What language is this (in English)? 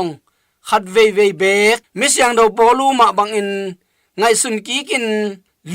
Tedim Chin